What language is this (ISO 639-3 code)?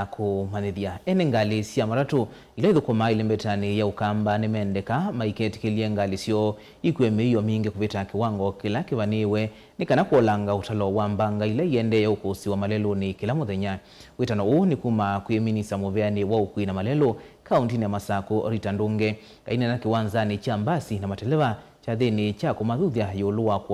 kam